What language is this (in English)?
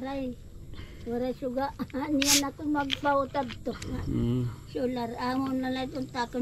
Waray